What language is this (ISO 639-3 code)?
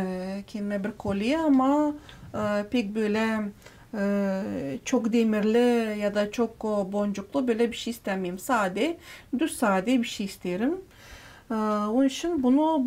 gag